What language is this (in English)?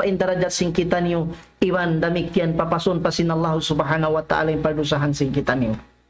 Tausug